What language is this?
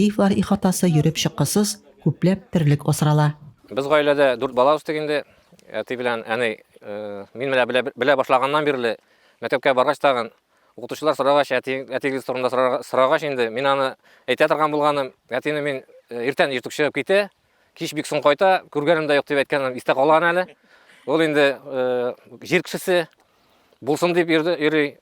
Tatar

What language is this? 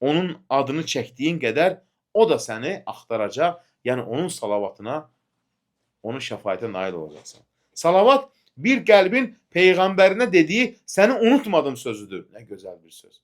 Azerbaijani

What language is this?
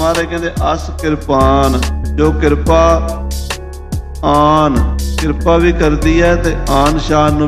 Punjabi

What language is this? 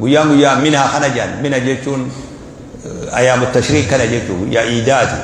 Oromo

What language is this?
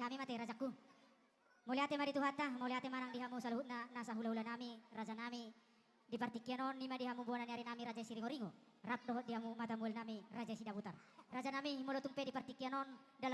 Batak Toba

